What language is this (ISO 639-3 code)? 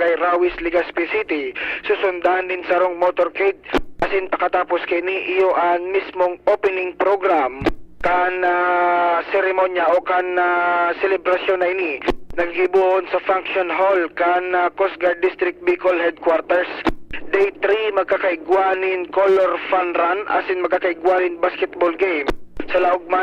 bik